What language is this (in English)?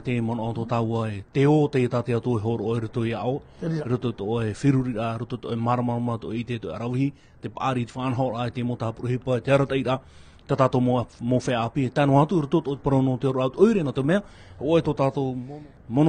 Tahitian